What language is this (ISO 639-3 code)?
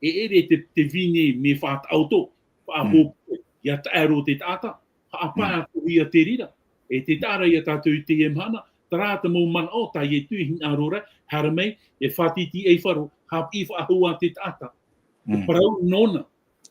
tah